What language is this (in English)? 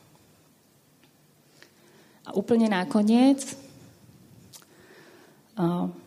Slovak